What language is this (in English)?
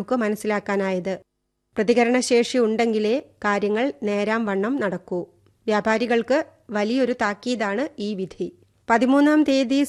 Malayalam